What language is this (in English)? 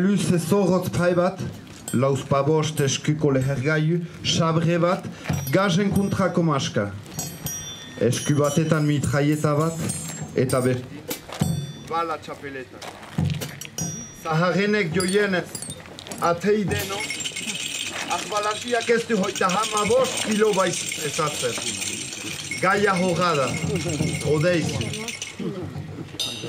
Basque